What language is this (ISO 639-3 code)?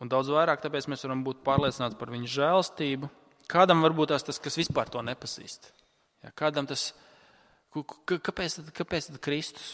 lav